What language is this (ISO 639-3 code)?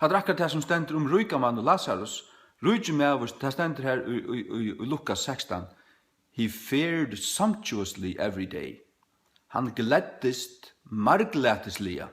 fao